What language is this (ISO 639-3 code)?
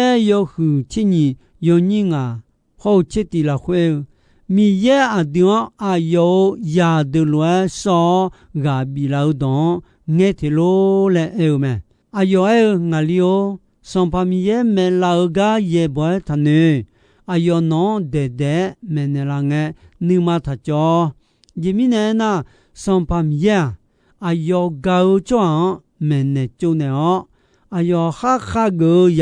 ahk